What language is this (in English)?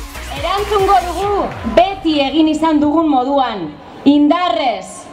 Basque